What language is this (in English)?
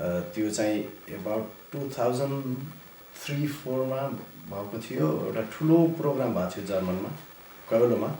Nepali